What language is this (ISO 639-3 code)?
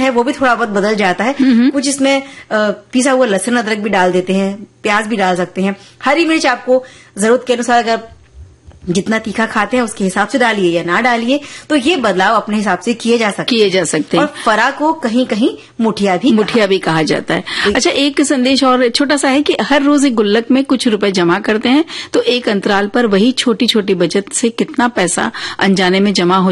hin